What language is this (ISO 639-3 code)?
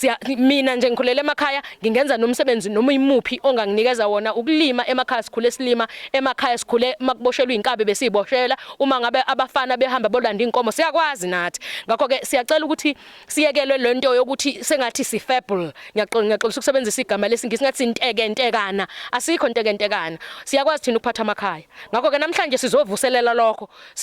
zul